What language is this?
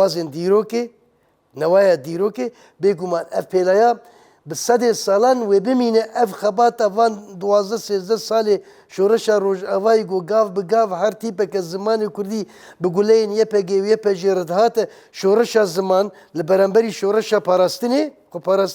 Kurdish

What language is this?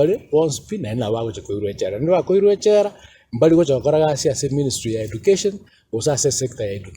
Gusii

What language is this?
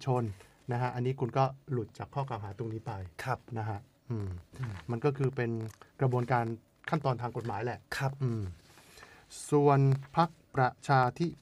Thai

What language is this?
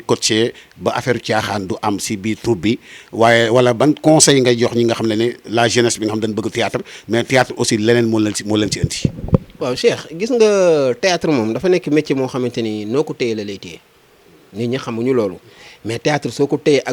Wolof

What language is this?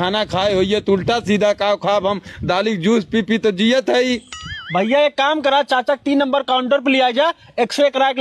Awadhi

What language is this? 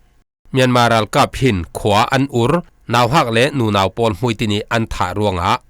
Falam Chin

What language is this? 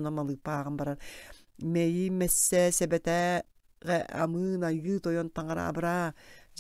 Yakut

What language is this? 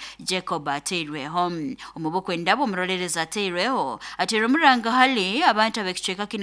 Nyoro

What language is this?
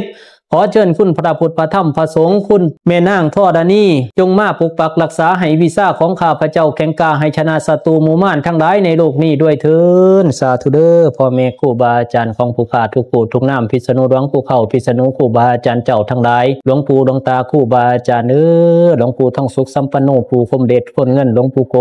Pali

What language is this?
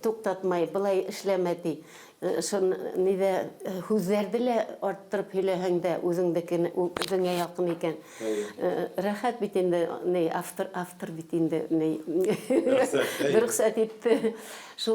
Bashkir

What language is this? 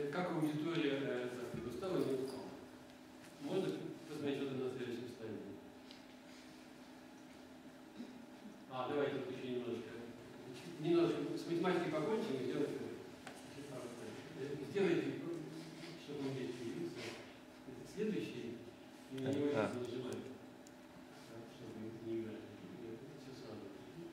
Russian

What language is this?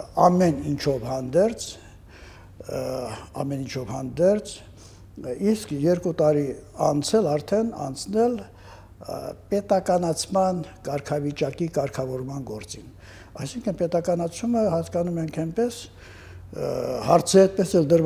Armenian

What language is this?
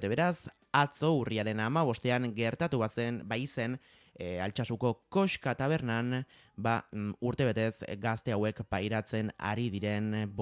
Basque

